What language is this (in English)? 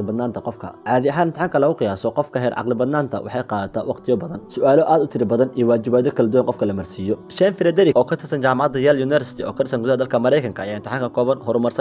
Somali